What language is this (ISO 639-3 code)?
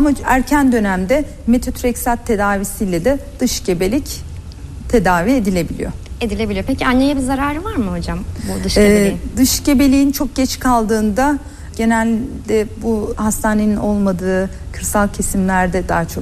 tur